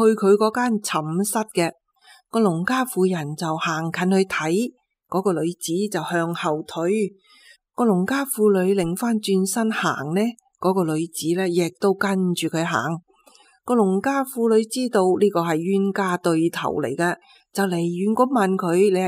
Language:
Cantonese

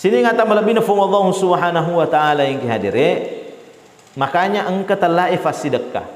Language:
Buginese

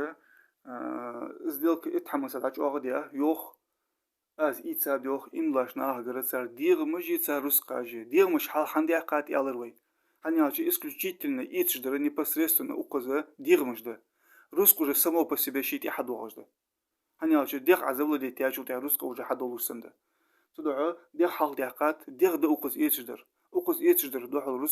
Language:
Ingush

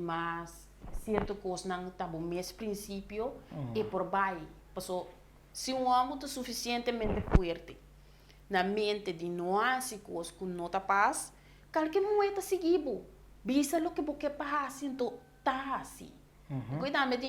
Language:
Papiamento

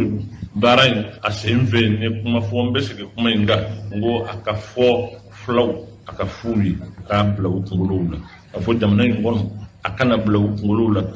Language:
Bambara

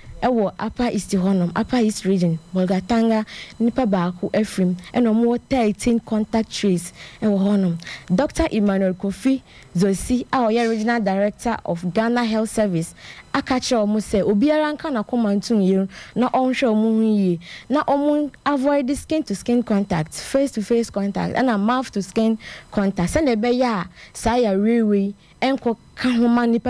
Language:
Akan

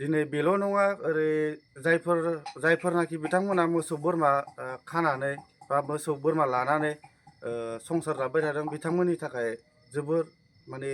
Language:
Bodo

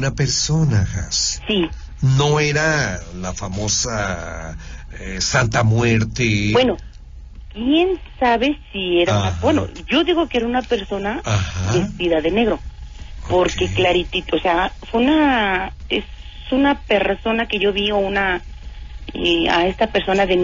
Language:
Spanish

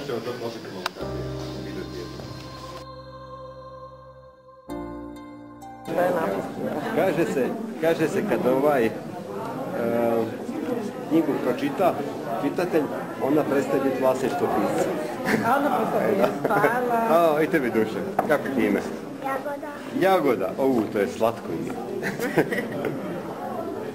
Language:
Croatian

